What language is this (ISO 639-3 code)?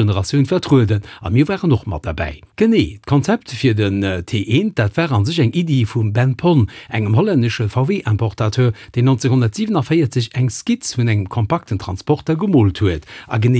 ltz